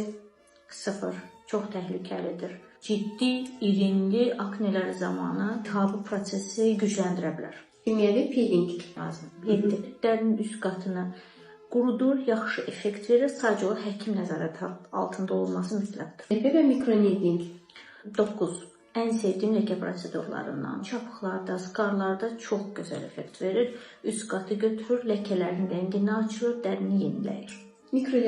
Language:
Azerbaijani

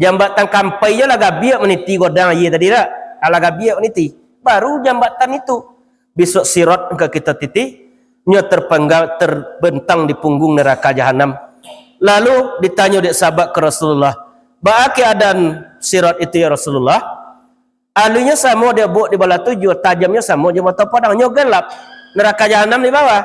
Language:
Minangkabau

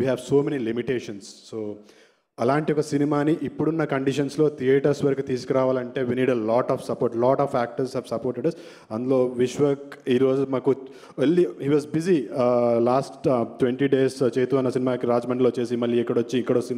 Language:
Telugu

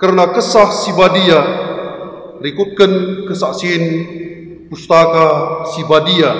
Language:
Batak Karo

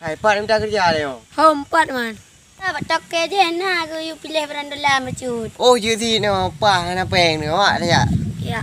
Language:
Achinese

